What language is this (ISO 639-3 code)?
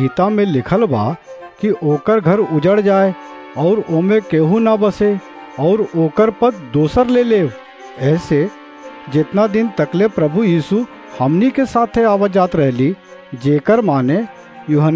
bho